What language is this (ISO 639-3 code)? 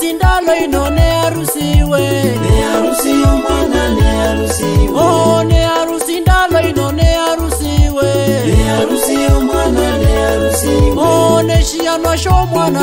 luy